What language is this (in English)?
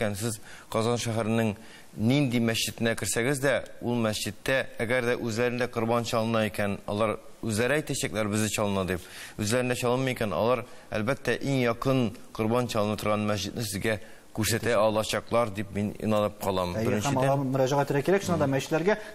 Tatar